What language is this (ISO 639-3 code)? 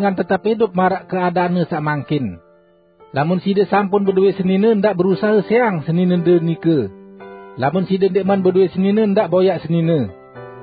sas